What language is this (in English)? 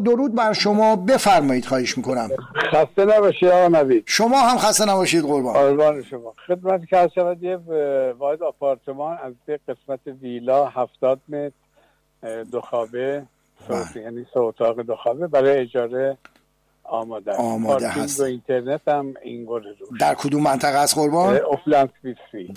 Persian